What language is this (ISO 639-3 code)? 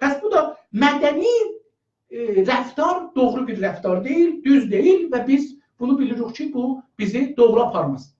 azb